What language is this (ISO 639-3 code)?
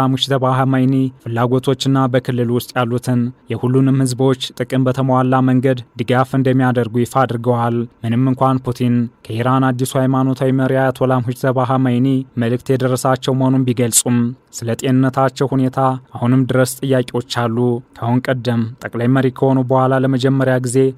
amh